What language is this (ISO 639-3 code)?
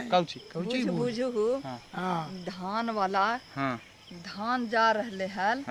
mag